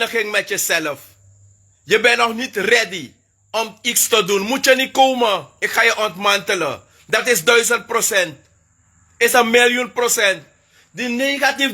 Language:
Sranan Tongo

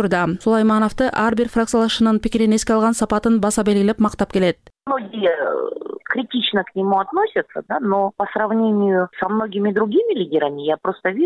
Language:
Kyrgyz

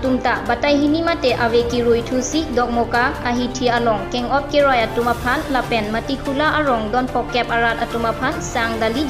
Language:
Karbi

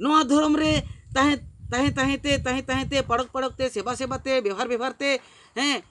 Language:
Santali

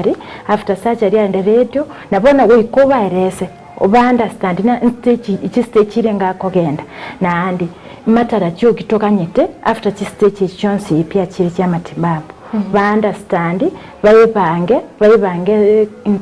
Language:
Gusii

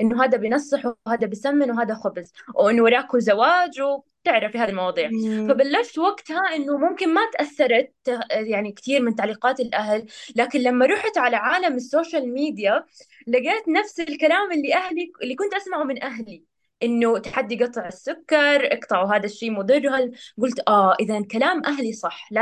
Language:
North Levantine Arabic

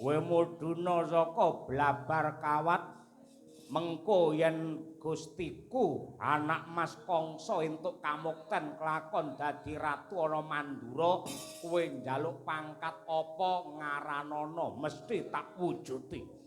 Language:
Javanese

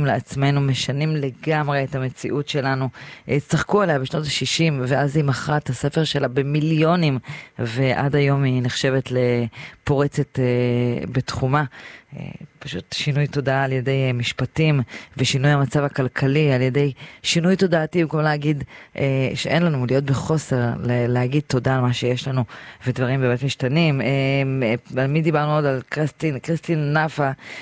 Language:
Hebrew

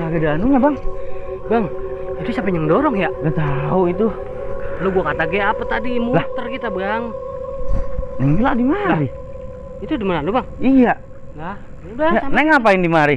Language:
Betawi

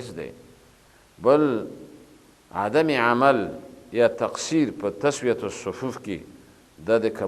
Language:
Pashto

